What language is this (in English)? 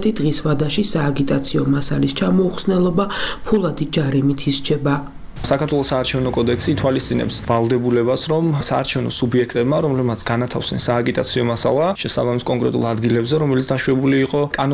Georgian